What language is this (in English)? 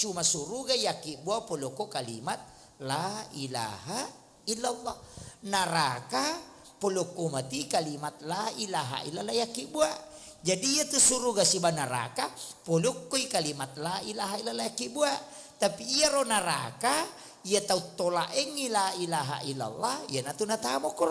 Buginese